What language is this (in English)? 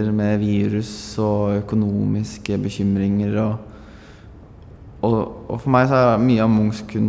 Norwegian